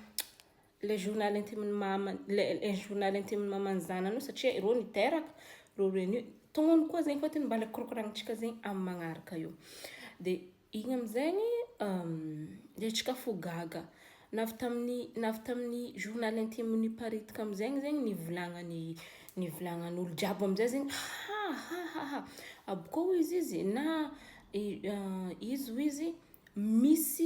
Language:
Malagasy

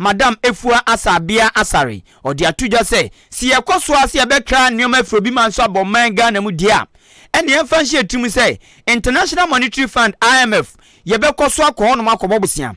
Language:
Akan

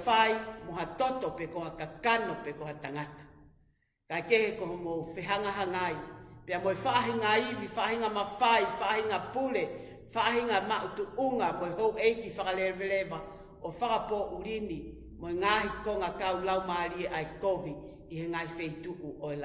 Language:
Tongan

